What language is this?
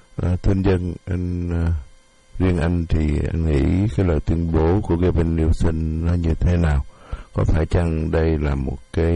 Vietnamese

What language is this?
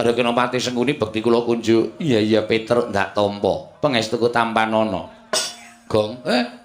Javanese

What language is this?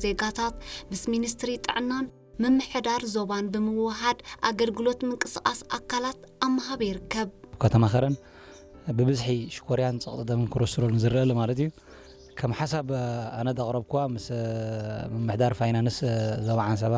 Tigrinya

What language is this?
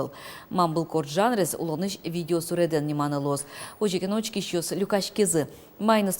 Udmurt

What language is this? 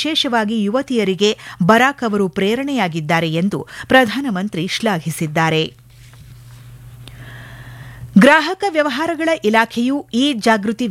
Kannada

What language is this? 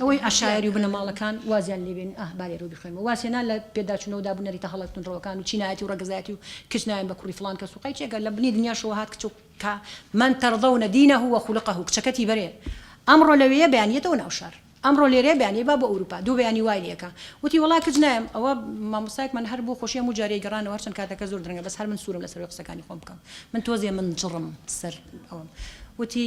Central Kurdish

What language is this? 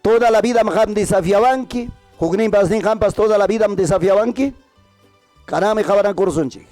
Ayacucho Quechua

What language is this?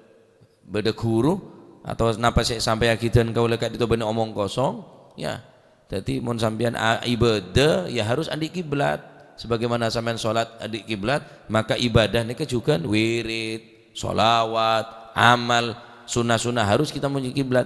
Madurese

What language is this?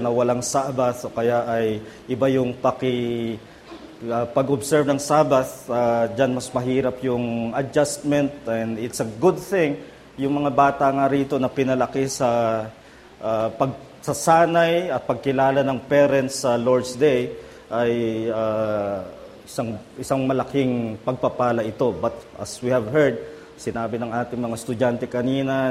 Filipino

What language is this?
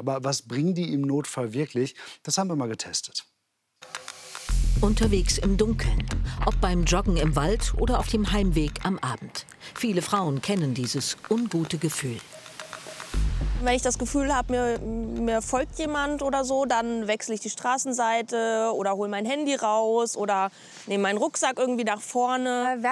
German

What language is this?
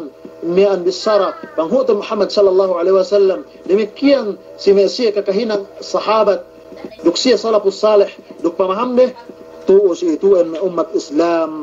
Yakan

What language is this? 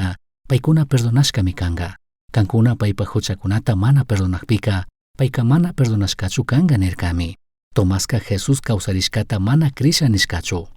Chimborazo Highland Quichua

